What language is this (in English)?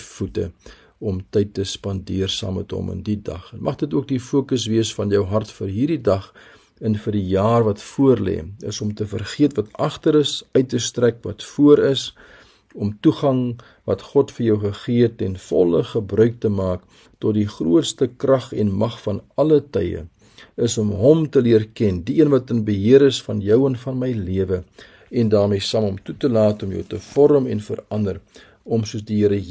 Afrikaans